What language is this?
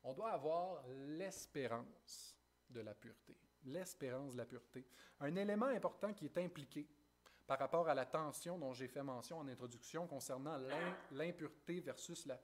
French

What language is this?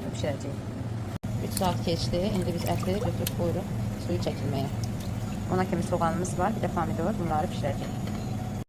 Azerbaijani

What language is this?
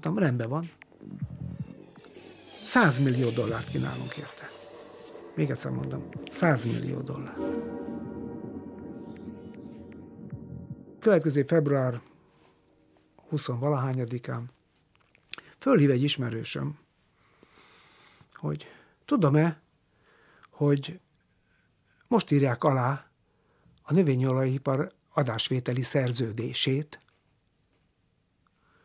Hungarian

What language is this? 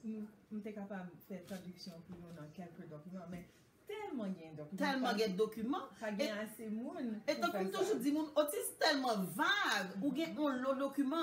Haitian Creole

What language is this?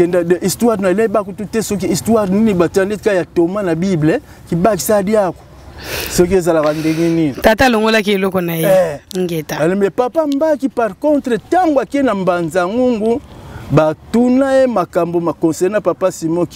Lingala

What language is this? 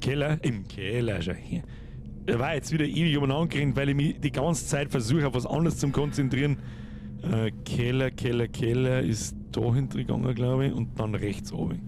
Bavarian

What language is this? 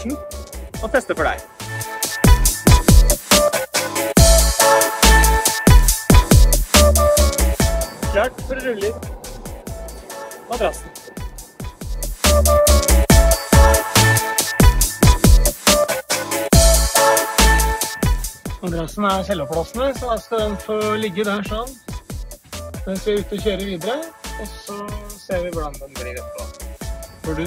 Norwegian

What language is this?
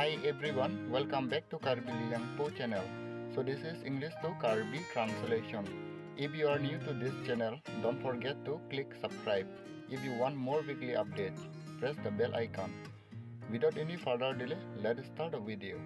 Karbi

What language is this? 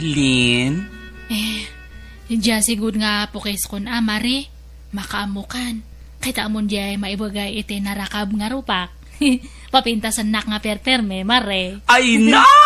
Iloko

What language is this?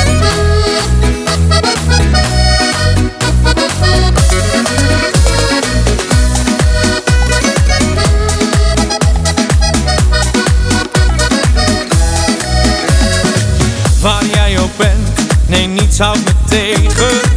Dutch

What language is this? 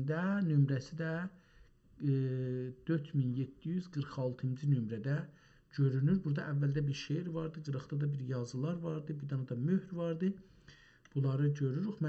South Azerbaijani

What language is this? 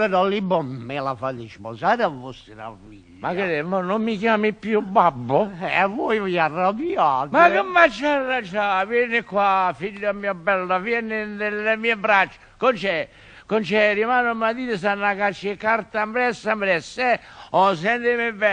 Neapolitan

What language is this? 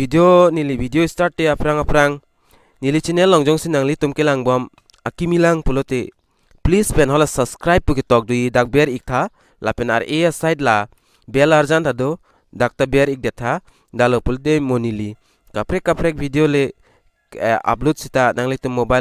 Karbi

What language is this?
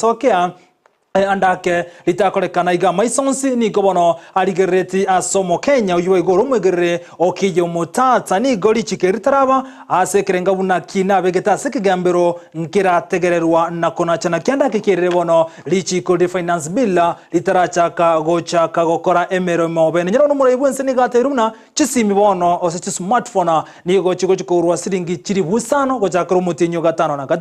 Gusii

